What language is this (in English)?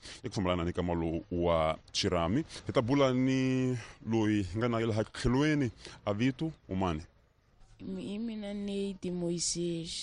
Tsonga